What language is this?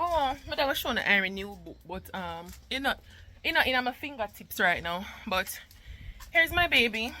Jamaican Creole English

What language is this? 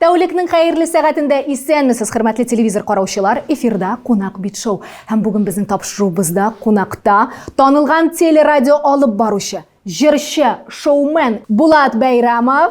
Tatar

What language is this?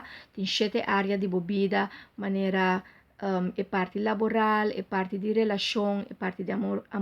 Papiamento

